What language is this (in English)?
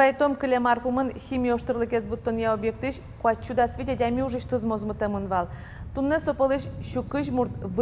Udmurt